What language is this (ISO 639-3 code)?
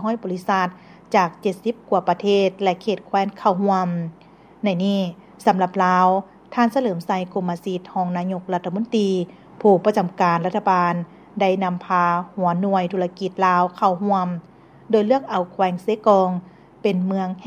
lao